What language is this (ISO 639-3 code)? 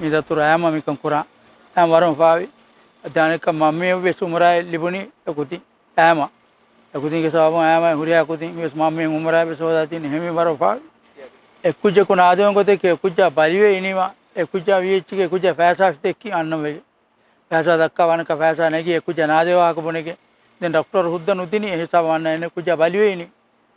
div